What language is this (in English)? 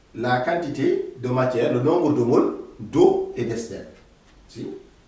French